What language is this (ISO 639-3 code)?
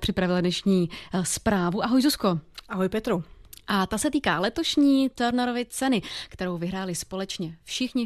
ces